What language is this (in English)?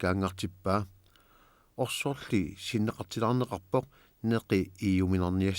Kalaallisut